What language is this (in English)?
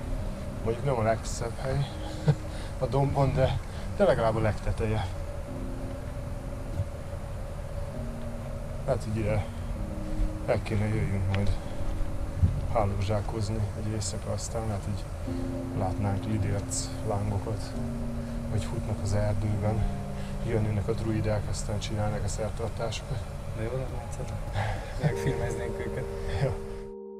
Hungarian